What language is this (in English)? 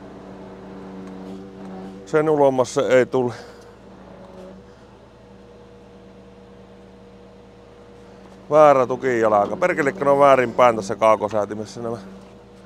Finnish